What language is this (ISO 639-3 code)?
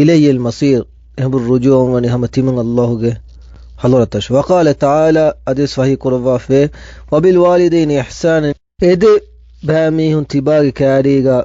div